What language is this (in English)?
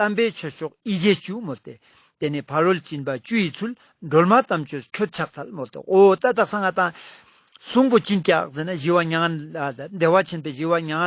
Ladakhi